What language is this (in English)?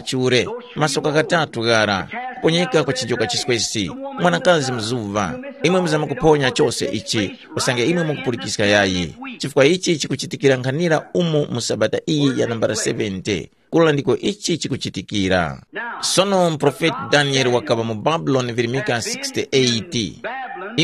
Tumbuka